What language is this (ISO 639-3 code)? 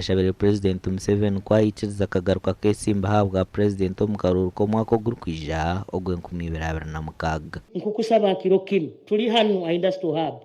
nyn